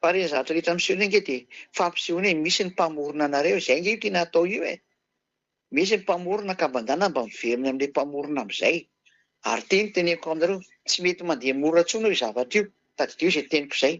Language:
Malagasy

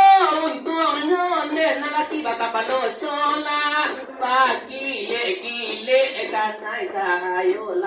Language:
Minangkabau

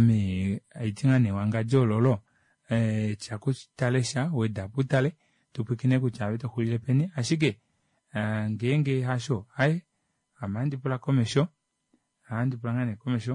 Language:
Kuanyama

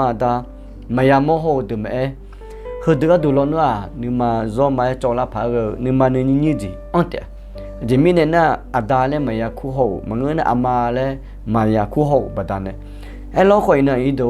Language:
Akha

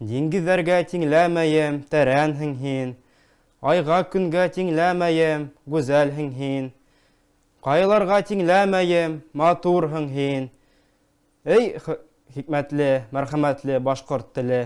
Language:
Bashkir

